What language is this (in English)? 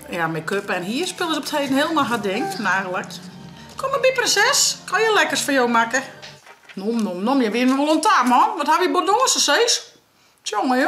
Western Frisian